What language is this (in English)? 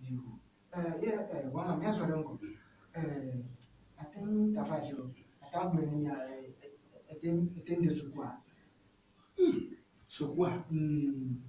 Ewe